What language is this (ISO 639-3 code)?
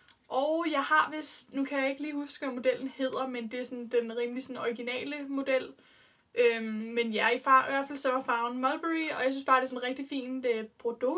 dan